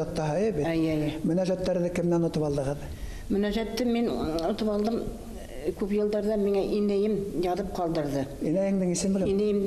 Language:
Bashkir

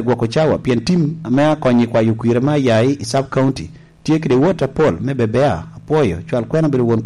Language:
Lango (Uganda)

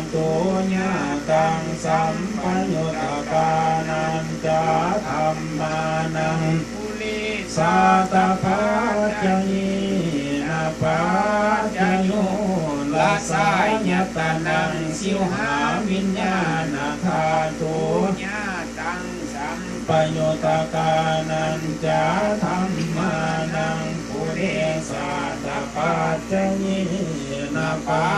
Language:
Pali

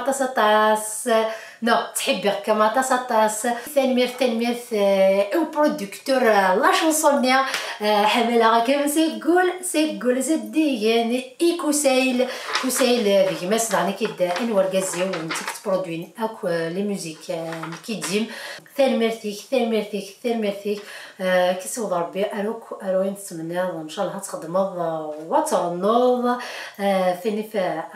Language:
Kabyle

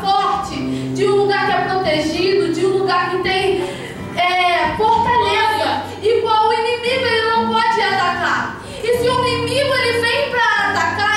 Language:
Portuguese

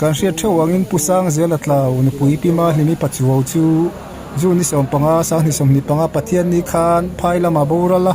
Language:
Mizo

